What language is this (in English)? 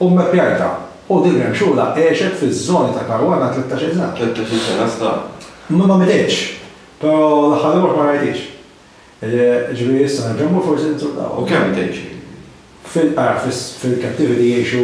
Maltese